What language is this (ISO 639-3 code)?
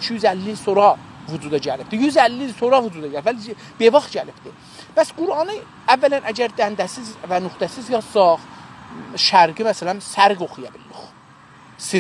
azb